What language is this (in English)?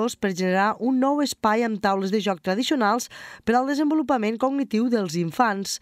Catalan